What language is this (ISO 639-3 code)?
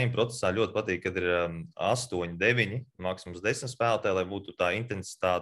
lav